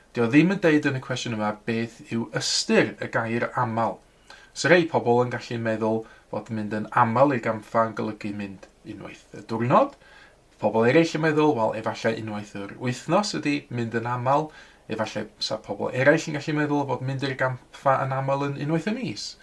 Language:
Welsh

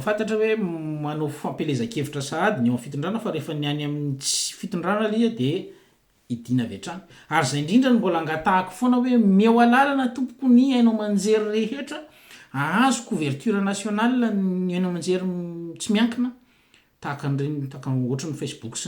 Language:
Malagasy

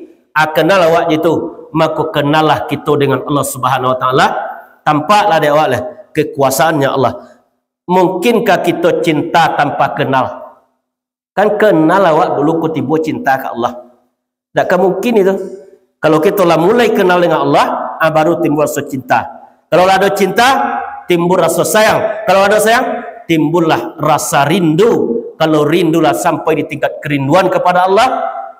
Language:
Minangkabau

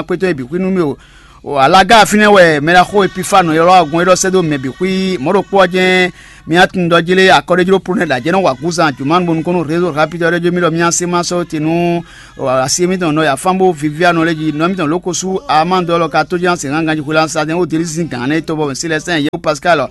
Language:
Fon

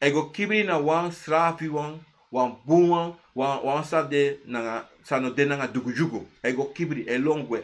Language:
Sranan Tongo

